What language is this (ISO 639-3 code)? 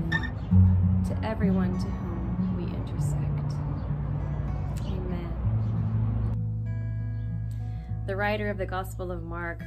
eng